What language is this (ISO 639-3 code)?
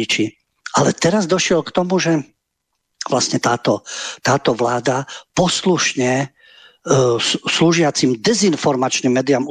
slk